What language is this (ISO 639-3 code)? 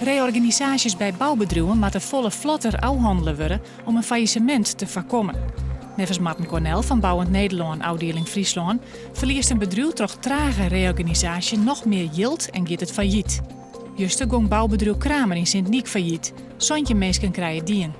fry